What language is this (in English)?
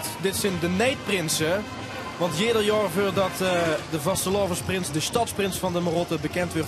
Limburgish